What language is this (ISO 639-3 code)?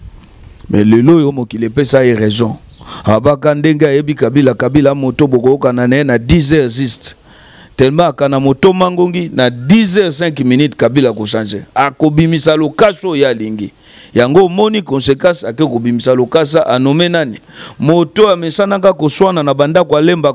lin